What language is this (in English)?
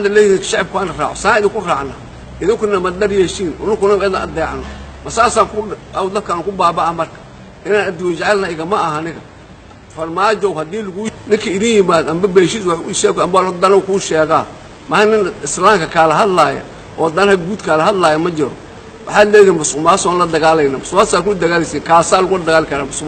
Somali